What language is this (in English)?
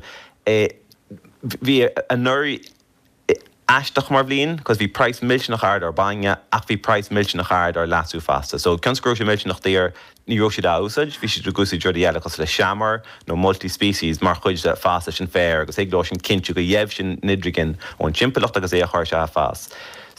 Irish